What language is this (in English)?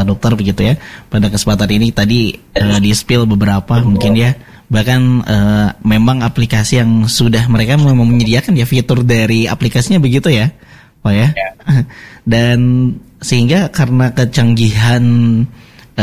Indonesian